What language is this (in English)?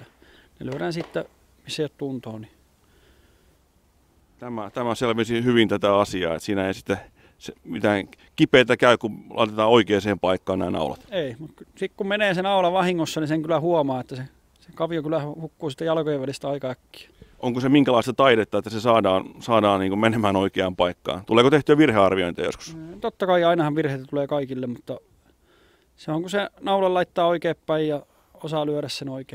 Finnish